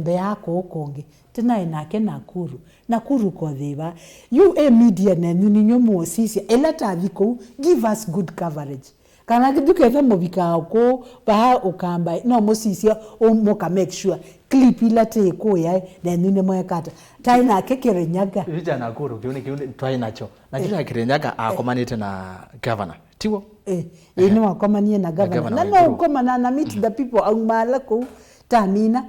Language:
Kamba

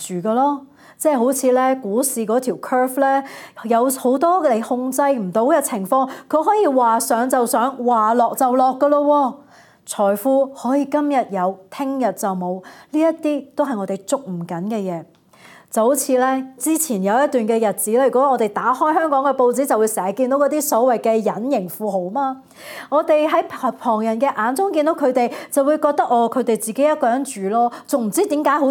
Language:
Cantonese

